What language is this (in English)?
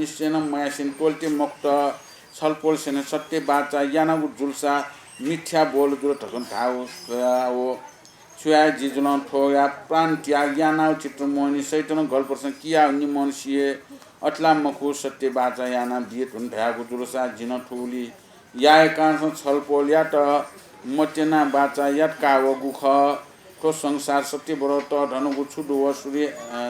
Newari